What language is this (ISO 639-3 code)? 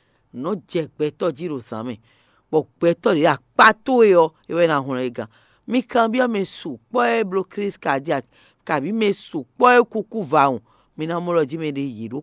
fon